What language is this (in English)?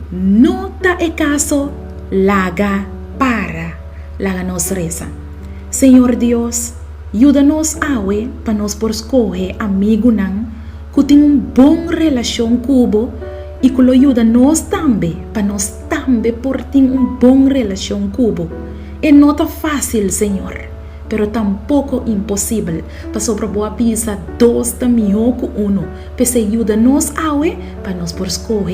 Papiamento